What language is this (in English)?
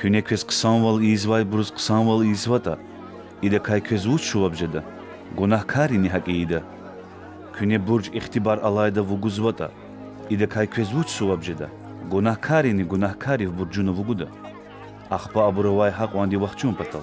Lezghian